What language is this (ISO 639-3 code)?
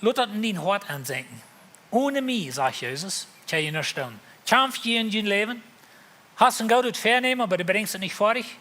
pdt